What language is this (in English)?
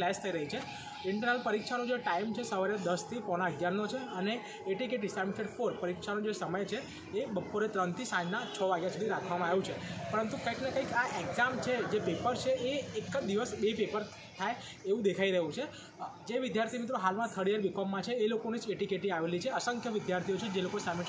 Gujarati